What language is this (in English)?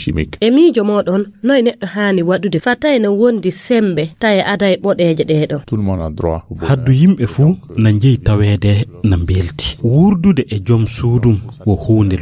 Fula